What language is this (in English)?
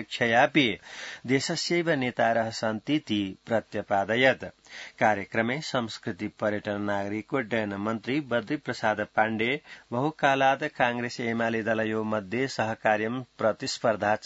Sanskrit